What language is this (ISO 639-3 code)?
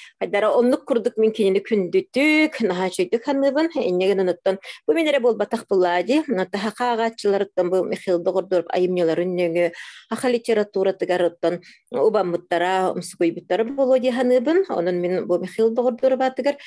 sah